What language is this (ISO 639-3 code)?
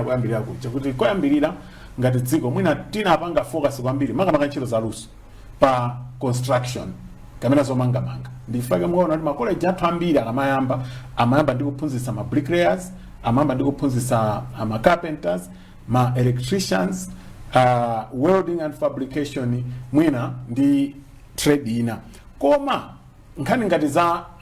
nya